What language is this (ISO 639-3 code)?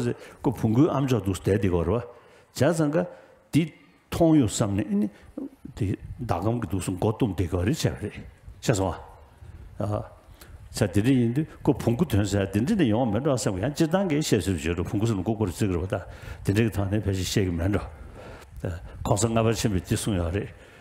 bod